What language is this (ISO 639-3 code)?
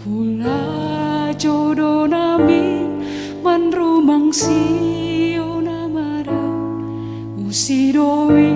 bts